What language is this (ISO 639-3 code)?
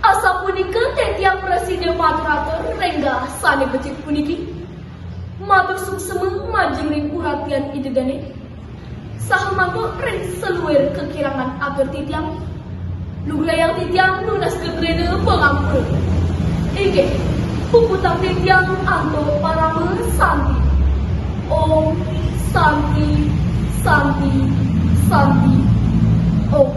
ban